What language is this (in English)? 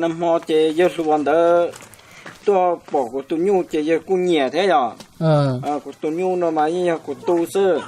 Hmong